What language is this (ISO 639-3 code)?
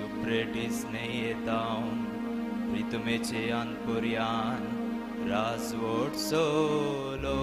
kok